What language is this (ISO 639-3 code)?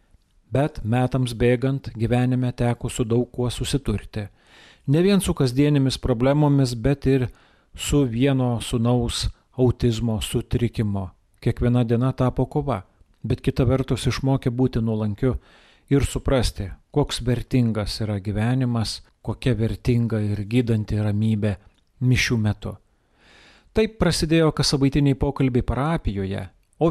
lit